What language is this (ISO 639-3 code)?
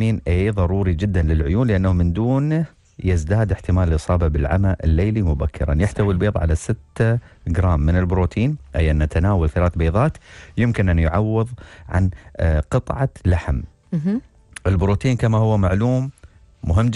ara